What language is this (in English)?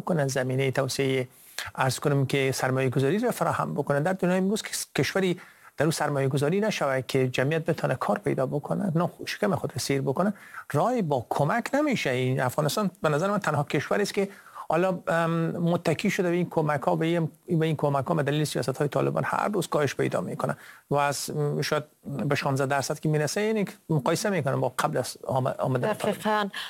Persian